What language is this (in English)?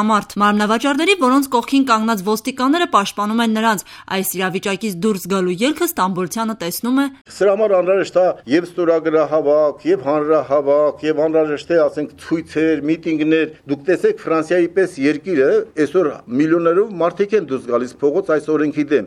Armenian